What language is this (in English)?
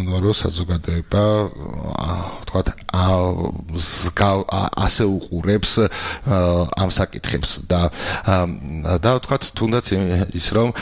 Georgian